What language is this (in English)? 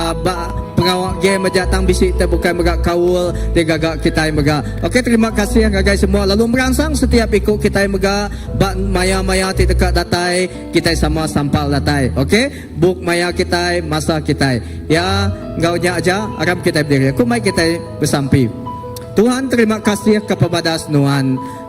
Iban